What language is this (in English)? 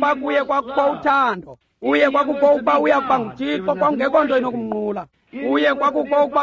Xhosa